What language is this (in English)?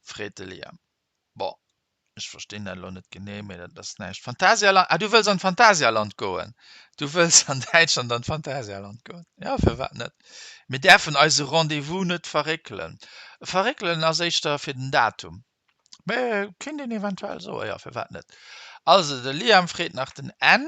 Luxembourgish